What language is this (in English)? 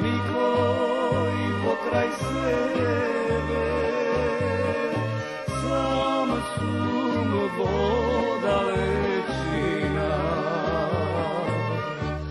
Macedonian